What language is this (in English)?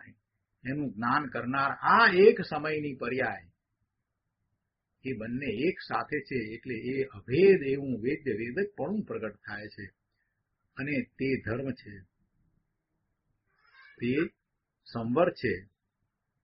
Gujarati